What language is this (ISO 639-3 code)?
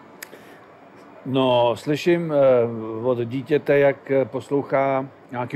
ces